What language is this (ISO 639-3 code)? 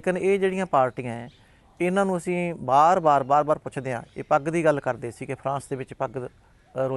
pan